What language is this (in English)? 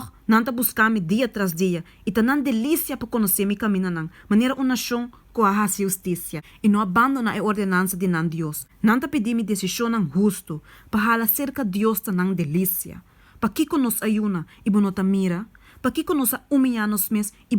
Papiamento